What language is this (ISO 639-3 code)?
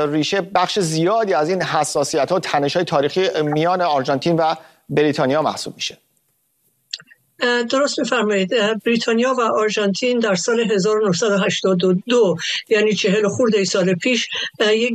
fas